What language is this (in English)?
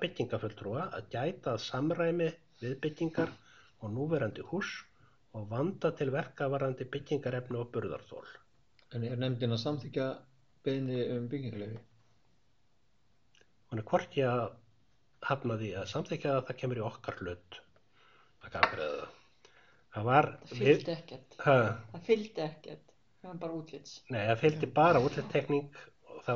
Icelandic